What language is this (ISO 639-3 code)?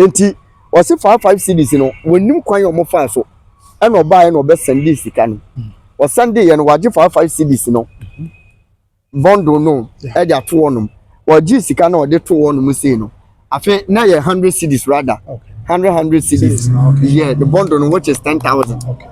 aka